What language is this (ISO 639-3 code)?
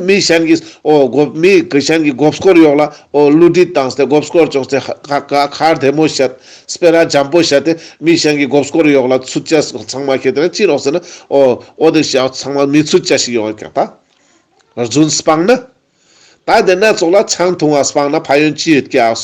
lbj